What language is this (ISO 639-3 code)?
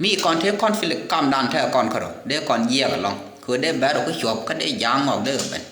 nus